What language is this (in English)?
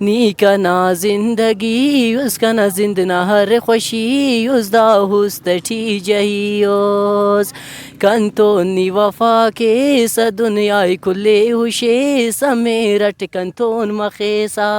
Brahui